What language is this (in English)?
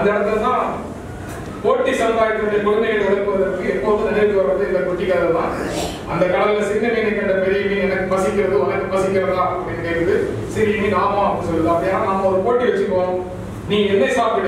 Tamil